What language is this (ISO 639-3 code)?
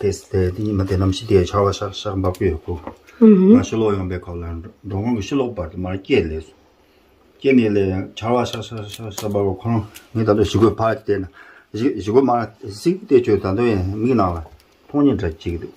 bod